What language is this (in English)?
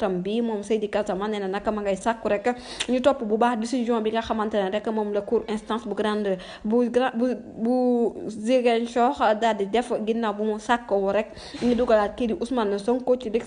Wolof